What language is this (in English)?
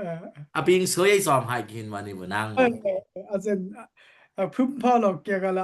Dimasa